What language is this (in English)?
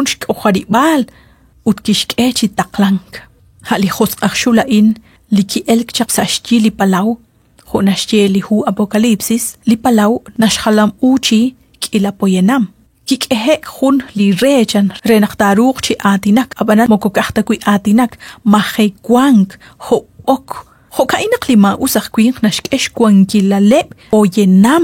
Kekchí